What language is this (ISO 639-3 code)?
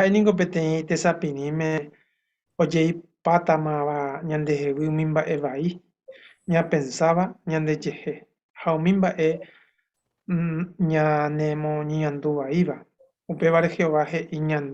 grn